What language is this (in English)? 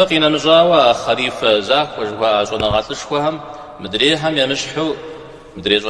Kabardian